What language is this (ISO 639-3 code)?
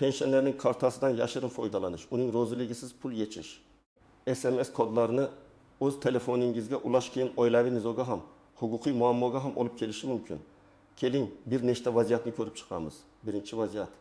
uzb